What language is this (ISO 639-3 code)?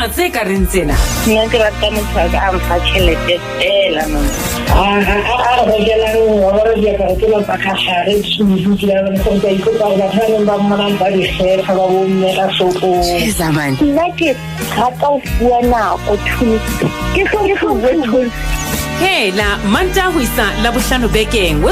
sot